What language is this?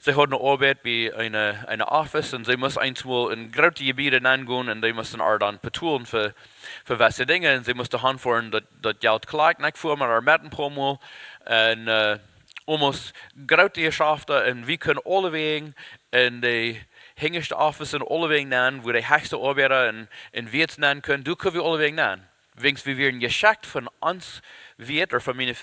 Plautdietsch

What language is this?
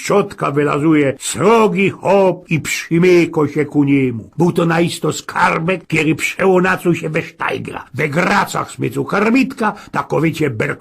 Silesian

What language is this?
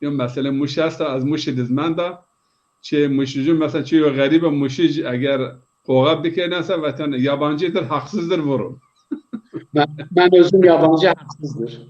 Zaza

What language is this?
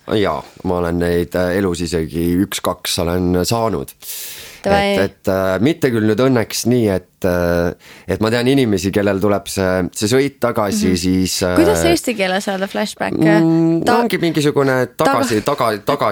Estonian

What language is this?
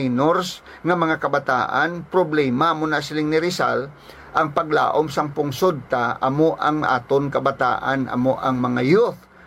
Hiligaynon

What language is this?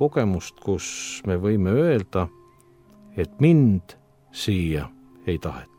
Estonian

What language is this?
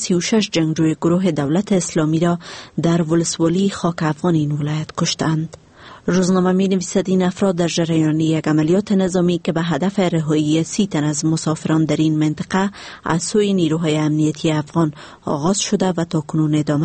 Persian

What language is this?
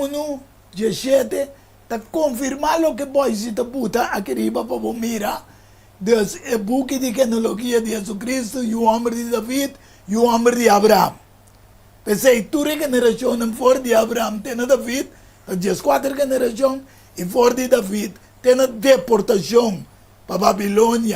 Papiamento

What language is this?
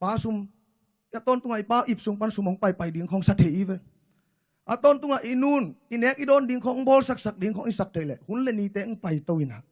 Tedim Chin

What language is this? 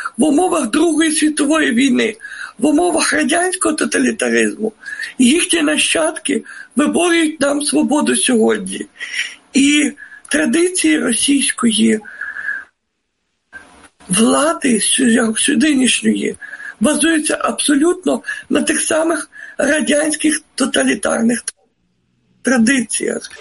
Ukrainian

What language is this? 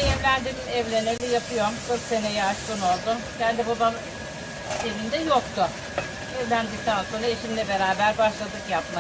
Turkish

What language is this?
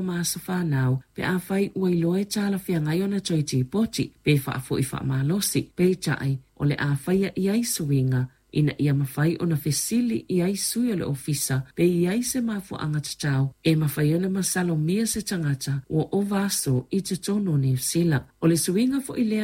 Samoan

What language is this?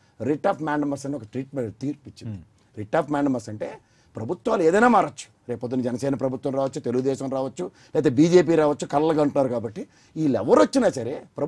Telugu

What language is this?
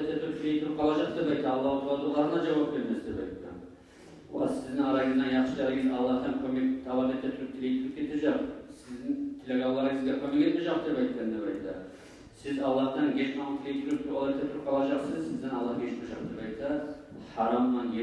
Kumyk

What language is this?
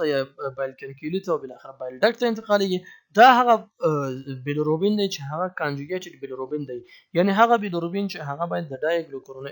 Pashto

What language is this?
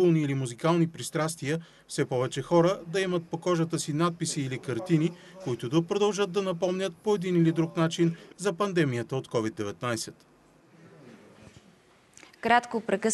Bulgarian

